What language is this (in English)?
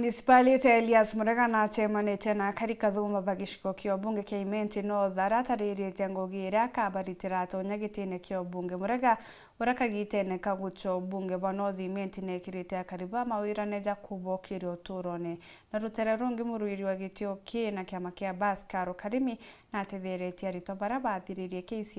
Meru